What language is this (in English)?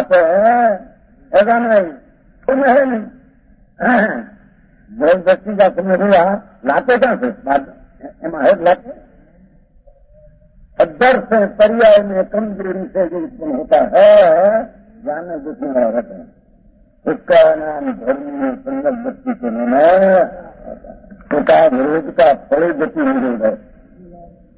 Hindi